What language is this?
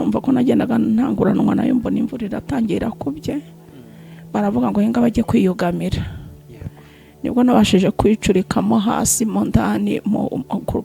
Kinyarwanda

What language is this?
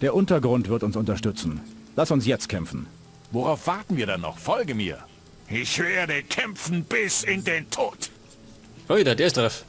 Bavarian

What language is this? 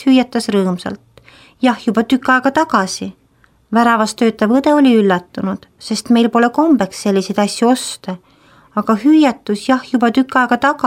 Estonian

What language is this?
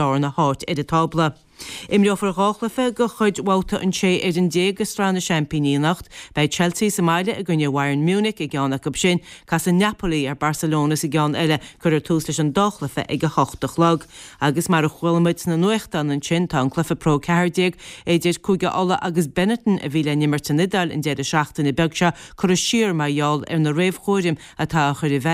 Irish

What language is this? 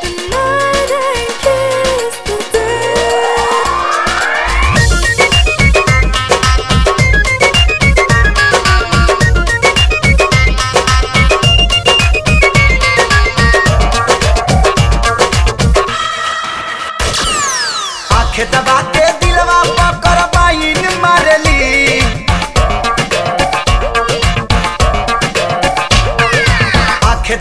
Bhojpuri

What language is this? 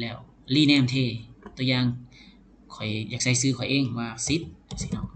Lao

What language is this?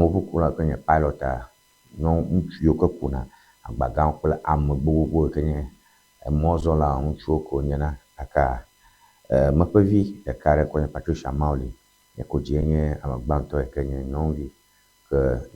Ewe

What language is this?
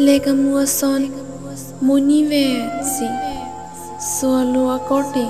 Karbi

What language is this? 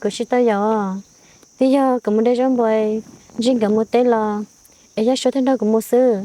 Hmong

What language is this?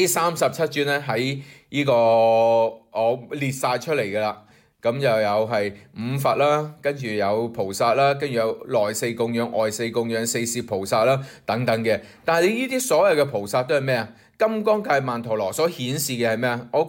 Cantonese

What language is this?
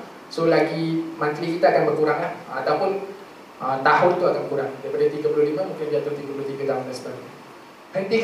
Malay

